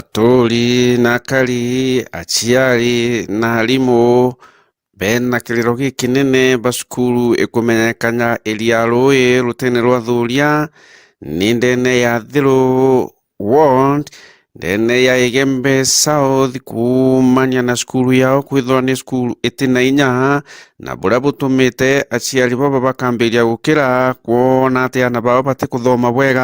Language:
Meru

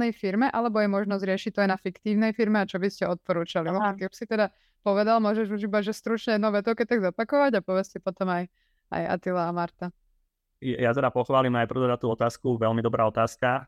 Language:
Slovak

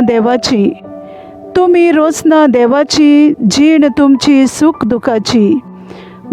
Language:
Konkani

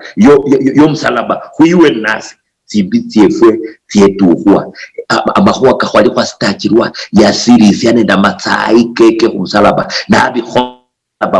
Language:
Luyia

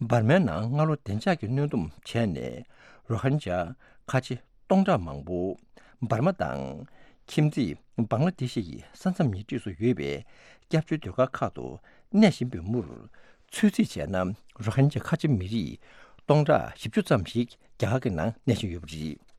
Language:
Tibetan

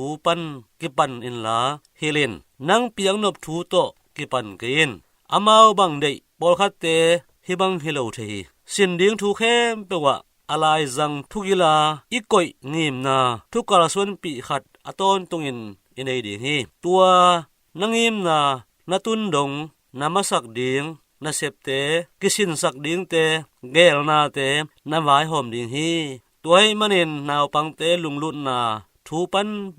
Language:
Tedim Chin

